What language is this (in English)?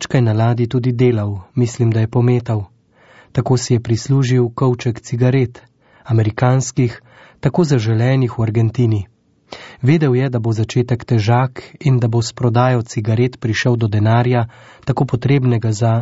Slovenian